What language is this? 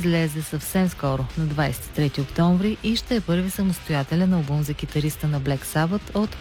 Bulgarian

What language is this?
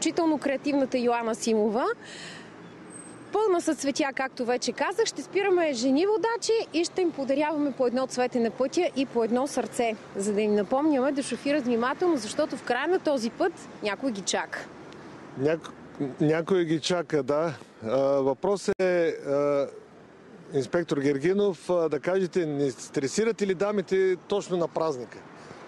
Bulgarian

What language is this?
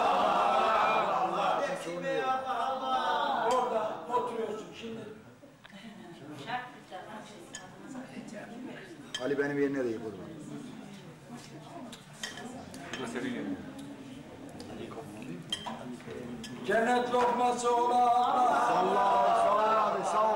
Turkish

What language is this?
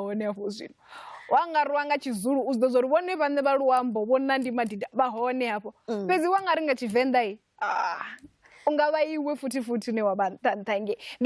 Venda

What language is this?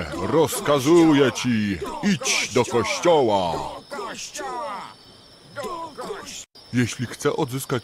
Polish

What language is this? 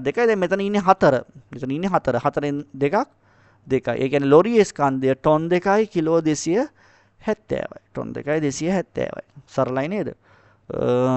Sinhala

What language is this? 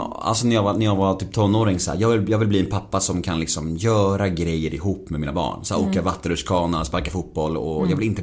Swedish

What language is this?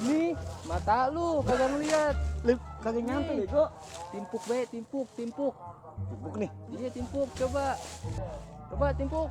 Betawi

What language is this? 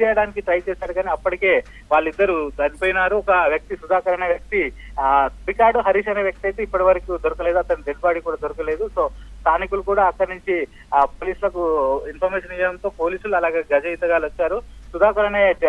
Telugu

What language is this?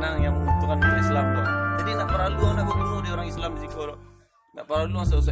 Minangkabau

